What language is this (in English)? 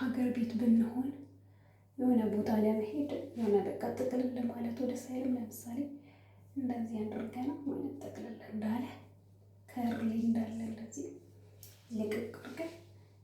Amharic